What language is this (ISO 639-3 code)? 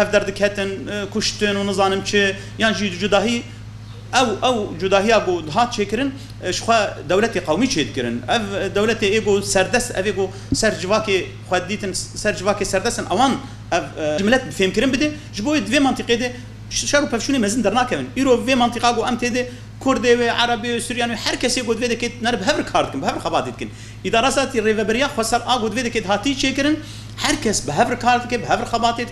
kur